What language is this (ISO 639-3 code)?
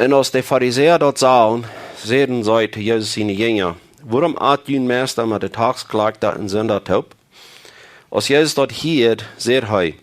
pdt